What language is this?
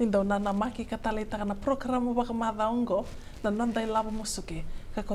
Fijian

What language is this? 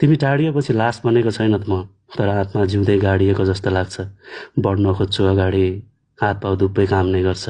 Nepali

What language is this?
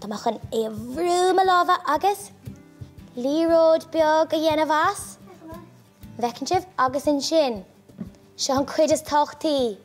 Irish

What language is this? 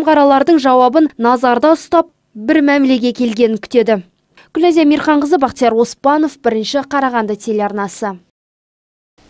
Kazakh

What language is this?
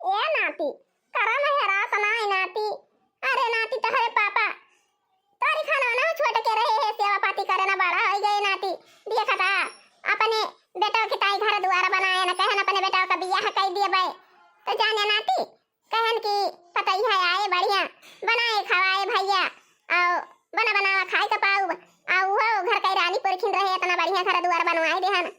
Awadhi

